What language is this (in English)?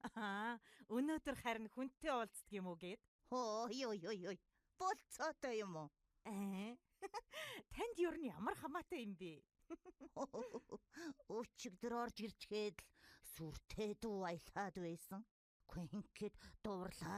Mongolian